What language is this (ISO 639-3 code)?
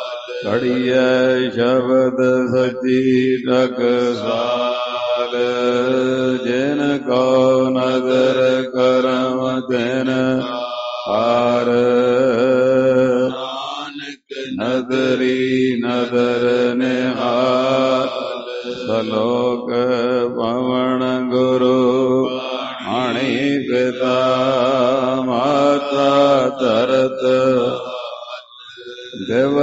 pan